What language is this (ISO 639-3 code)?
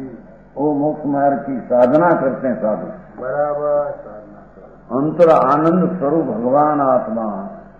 hin